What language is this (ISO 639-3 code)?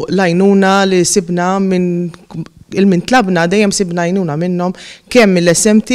mlt